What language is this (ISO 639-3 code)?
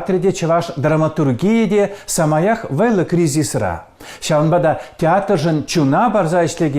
chv